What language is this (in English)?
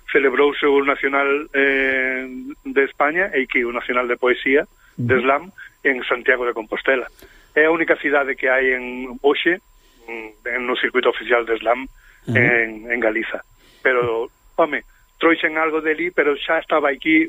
Galician